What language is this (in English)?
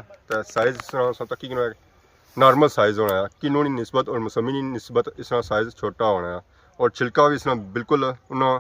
Pahari-Potwari